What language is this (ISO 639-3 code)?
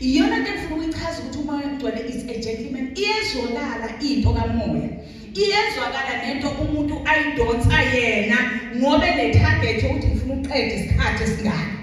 zul